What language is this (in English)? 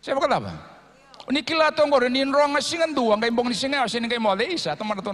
Fijian